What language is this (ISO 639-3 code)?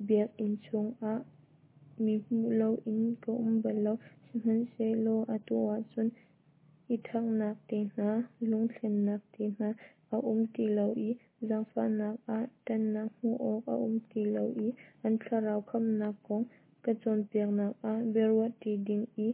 cnh